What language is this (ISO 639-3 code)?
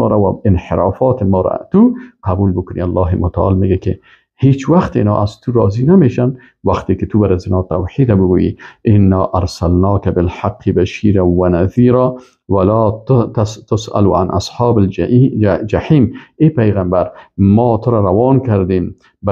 fas